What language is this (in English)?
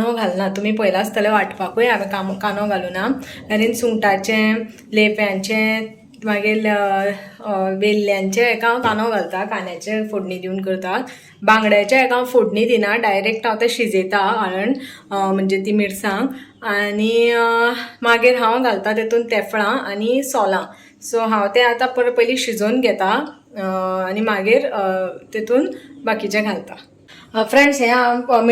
Konkani